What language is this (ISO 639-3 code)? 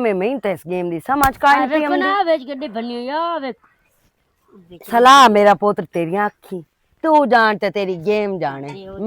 lah